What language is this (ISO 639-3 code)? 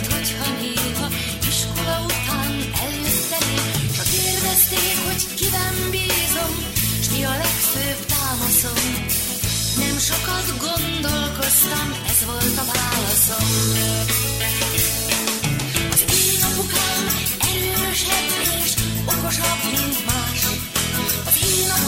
hun